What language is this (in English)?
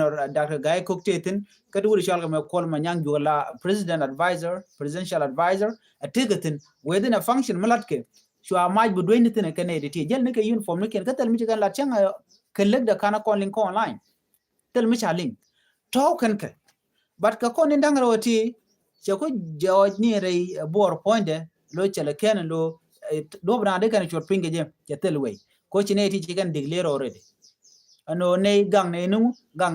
Nuer